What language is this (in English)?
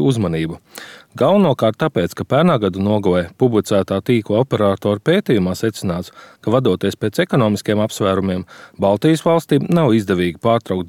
Latvian